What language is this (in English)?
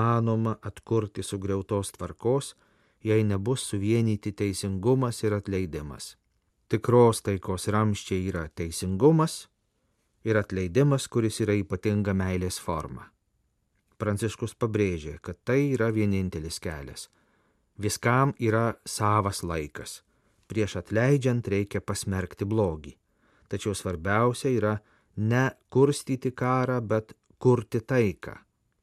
Lithuanian